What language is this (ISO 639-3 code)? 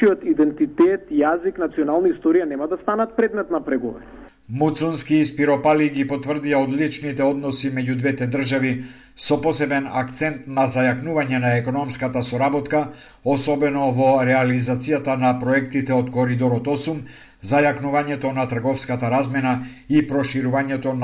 mkd